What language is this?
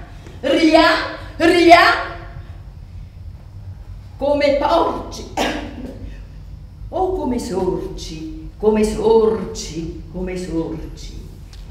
Italian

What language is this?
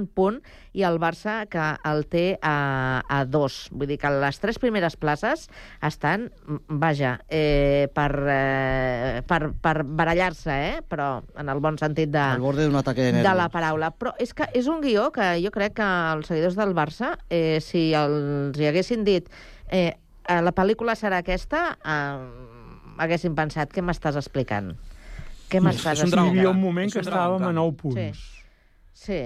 Catalan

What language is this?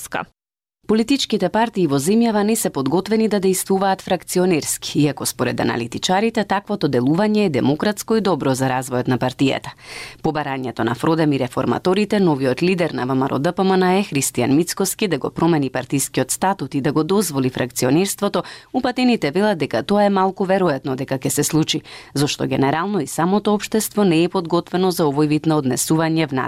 Macedonian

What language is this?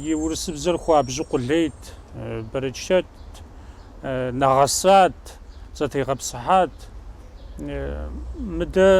Kabardian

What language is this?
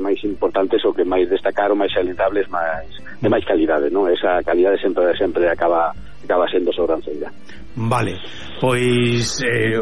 Galician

